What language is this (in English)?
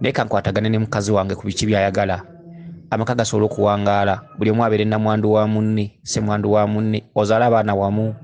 Ganda